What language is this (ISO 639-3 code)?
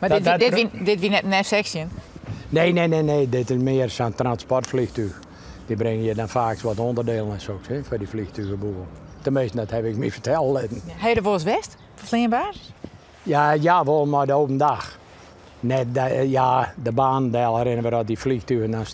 fry